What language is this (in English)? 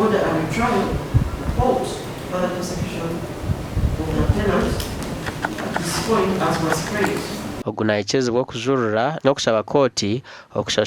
Nyankole